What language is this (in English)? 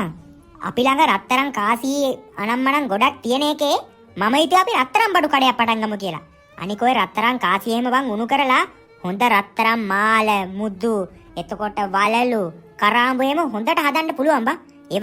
Sinhala